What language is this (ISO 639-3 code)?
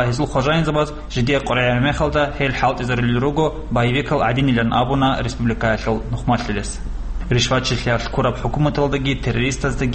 ava